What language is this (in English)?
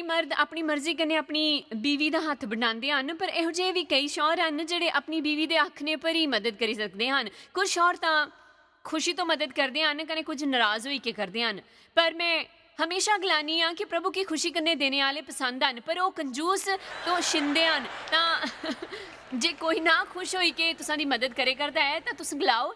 Dogri